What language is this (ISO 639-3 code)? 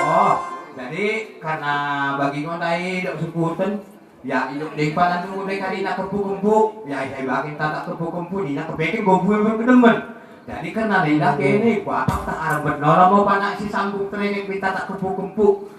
btd